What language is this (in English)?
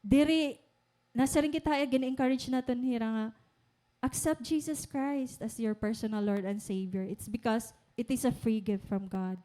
Waray